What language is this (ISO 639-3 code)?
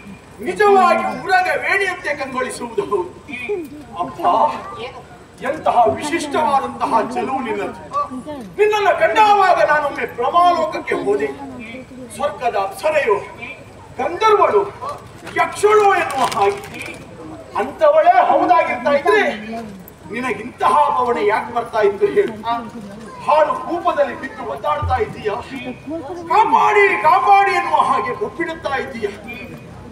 kan